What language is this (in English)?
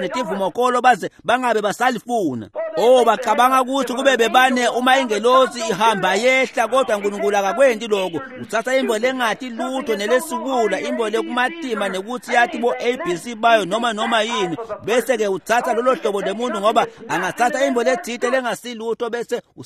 Swati